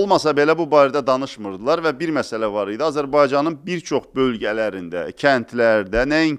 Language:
Azerbaijani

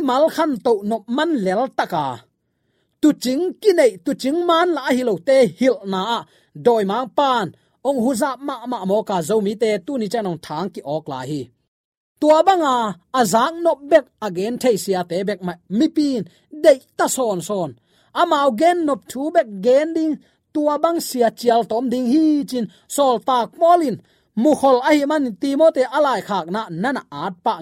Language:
Tedim Chin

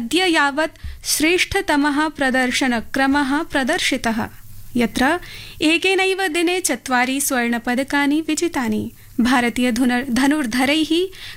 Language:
Sanskrit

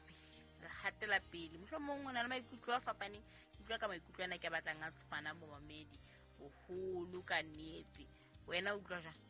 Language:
Southern Sotho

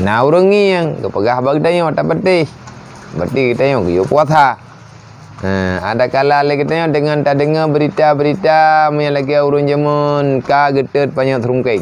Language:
Achinese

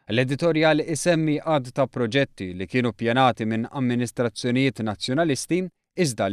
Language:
Maltese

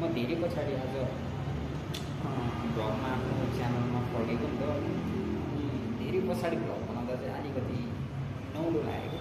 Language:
Nepali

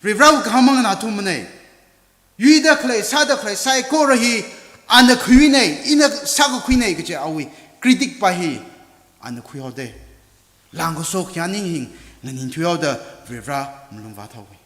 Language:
Tangkhul Naga (India)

